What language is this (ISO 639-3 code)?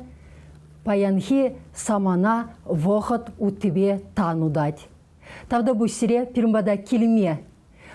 chv